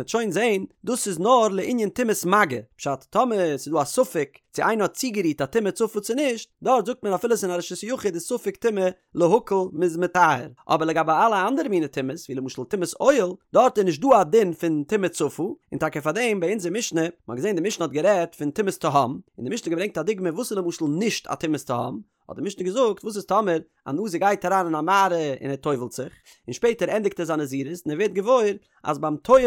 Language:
Yiddish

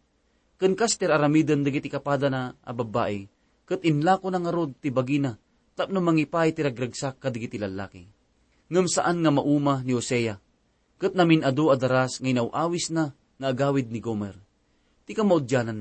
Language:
Iloko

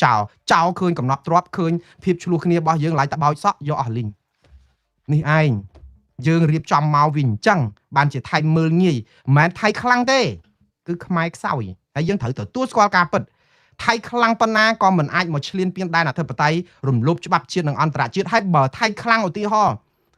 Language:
Khmer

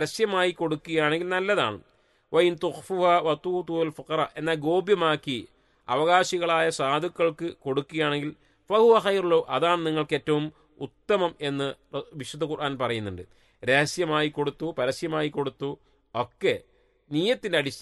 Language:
Malayalam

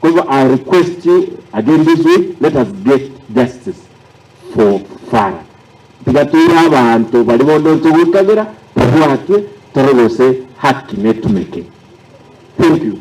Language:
Gusii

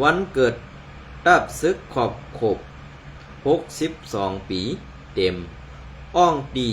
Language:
Shan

